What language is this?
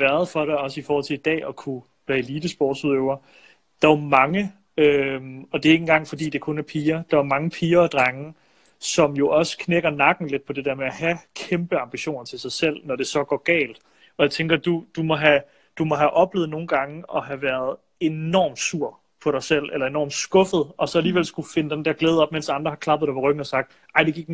Danish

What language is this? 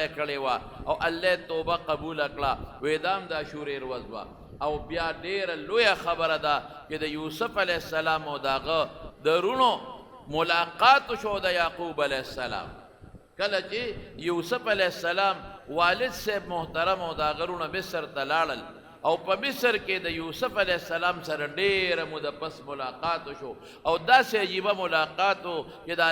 Pashto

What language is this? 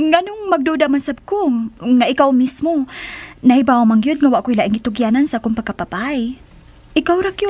Cebuano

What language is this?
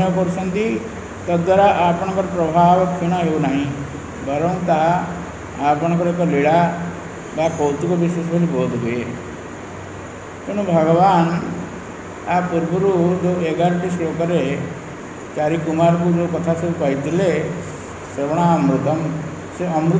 Odia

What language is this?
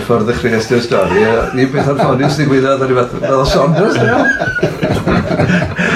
Welsh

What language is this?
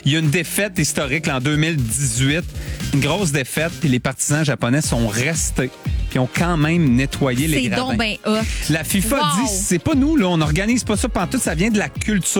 French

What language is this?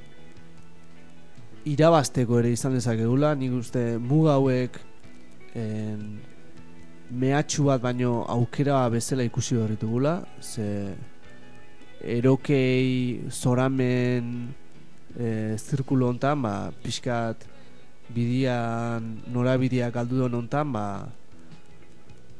Basque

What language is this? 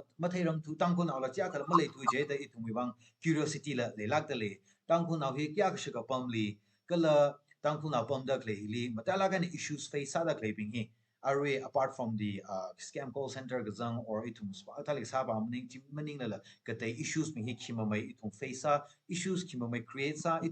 Tangkhul Naga (India)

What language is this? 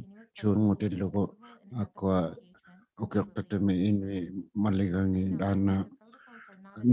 Inuktitut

